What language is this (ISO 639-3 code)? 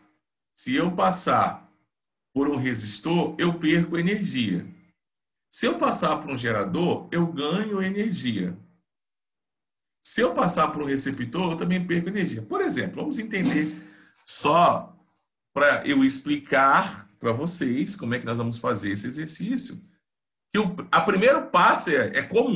por